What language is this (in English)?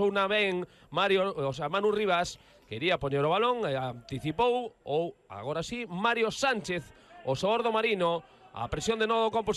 Galician